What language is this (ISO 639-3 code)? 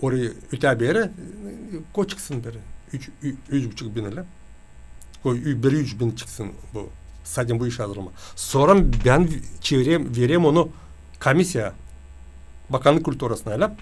gag